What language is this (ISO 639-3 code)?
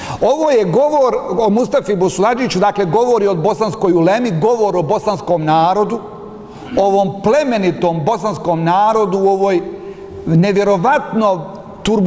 bos